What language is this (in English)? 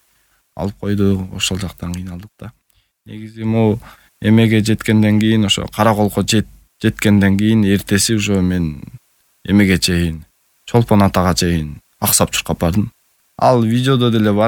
Kyrgyz